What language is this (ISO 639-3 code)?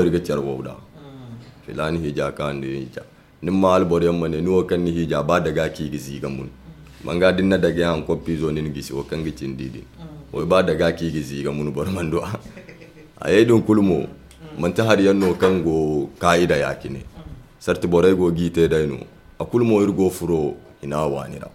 dje